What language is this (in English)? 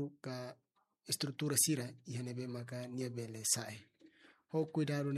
Tetum